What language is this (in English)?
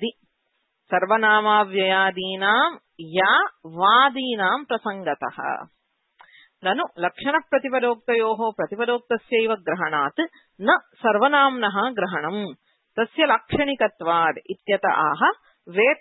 Sanskrit